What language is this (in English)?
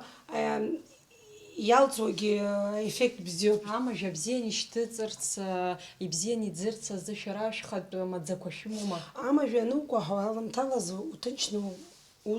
Abkhazian